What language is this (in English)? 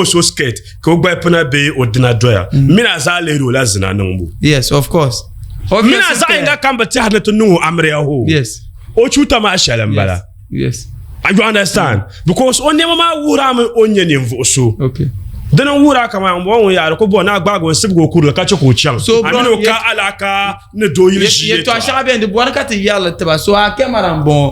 Dagbani